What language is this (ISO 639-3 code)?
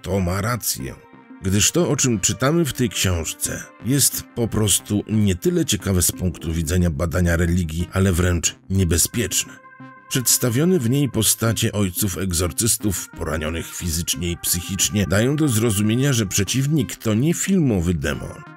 pol